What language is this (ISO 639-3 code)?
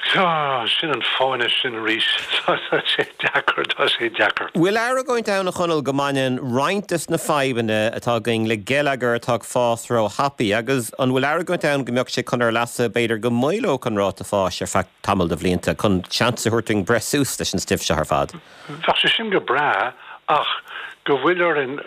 gle